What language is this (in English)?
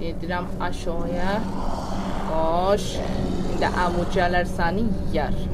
South Azerbaijani